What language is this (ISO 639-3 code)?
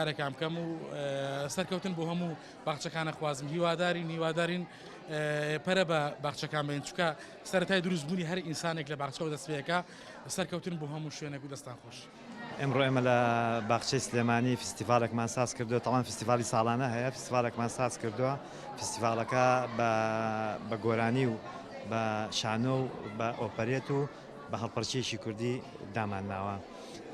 ckb